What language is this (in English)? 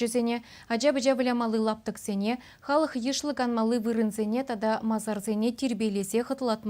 Chuvash